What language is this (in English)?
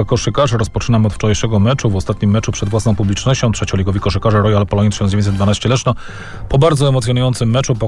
Polish